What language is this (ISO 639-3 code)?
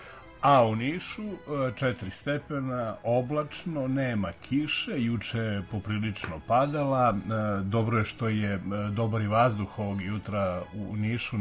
srp